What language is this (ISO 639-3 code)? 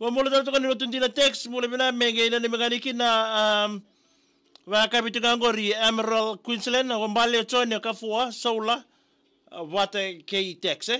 fij